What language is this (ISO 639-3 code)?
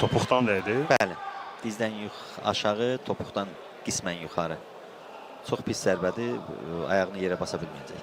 aze